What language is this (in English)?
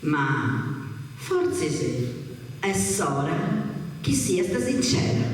Sardinian